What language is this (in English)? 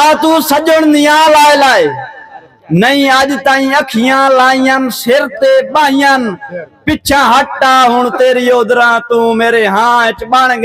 Saraiki